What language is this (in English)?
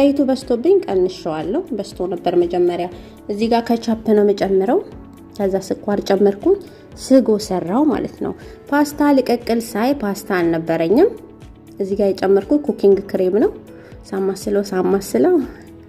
Amharic